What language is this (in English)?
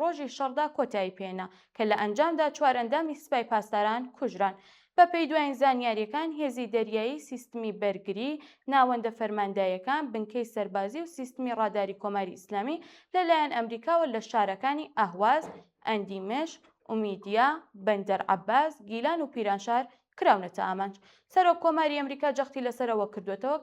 Central Kurdish